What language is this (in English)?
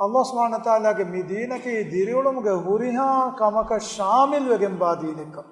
Divehi